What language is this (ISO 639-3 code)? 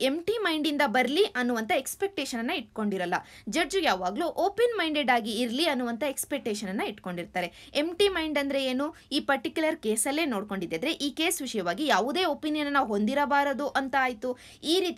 kan